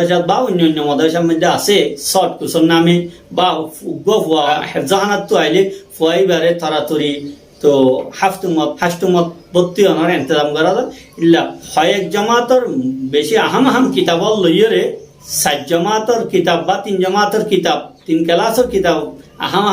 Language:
Rohingya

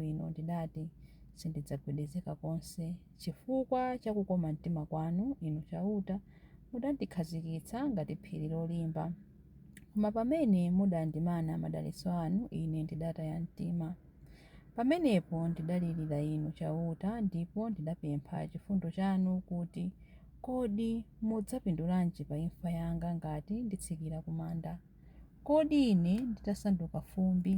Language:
Nyanja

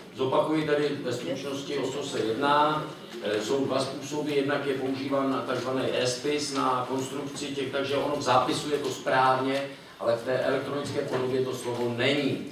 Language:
Czech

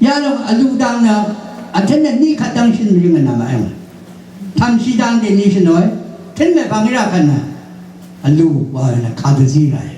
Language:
Rawang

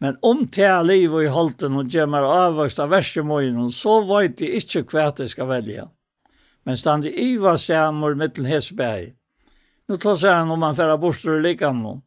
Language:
Faroese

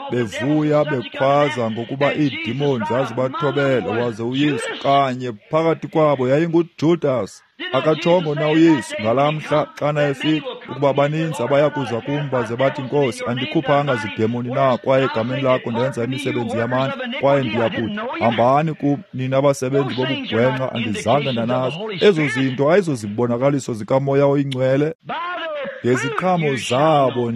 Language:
Xhosa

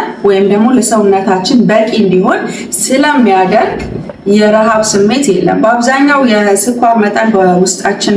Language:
Amharic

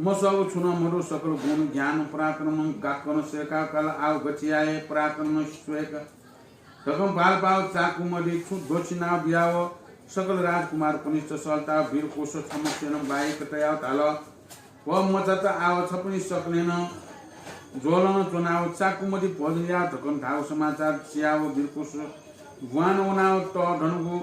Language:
Newari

